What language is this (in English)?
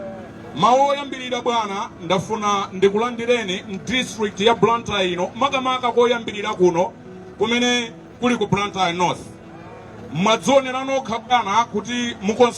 Nyanja